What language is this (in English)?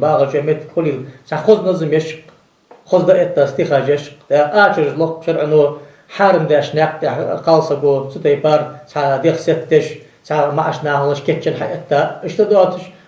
Ingush